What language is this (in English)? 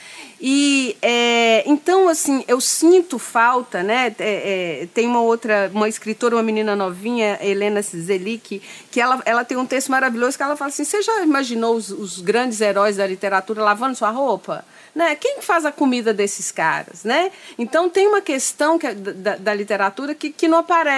Portuguese